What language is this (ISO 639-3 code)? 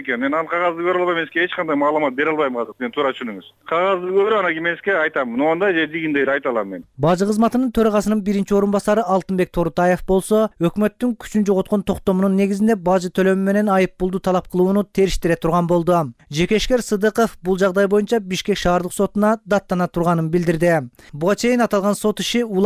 kir